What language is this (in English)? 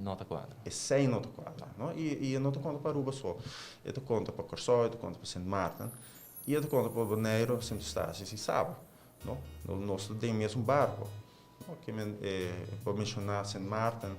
Papiamento